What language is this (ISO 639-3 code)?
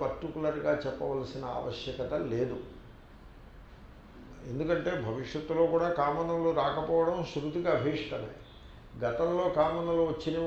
tel